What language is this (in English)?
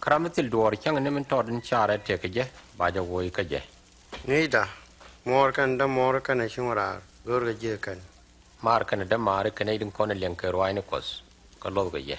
Nuer